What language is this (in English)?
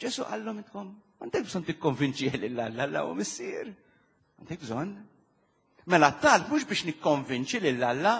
Maltese